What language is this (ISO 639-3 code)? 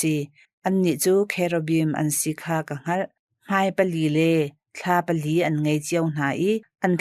cnh